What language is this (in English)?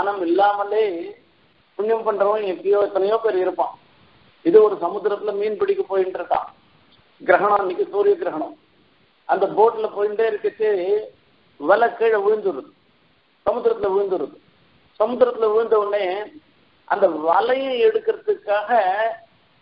Tamil